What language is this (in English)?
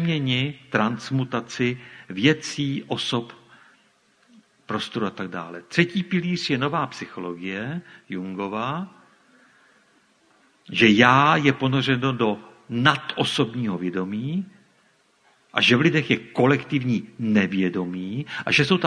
Czech